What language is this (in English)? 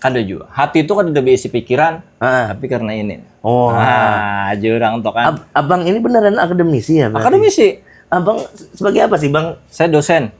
Banjar